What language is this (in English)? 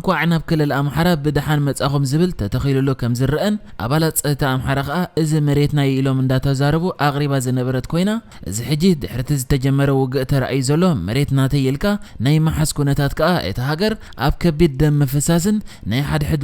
Tigrinya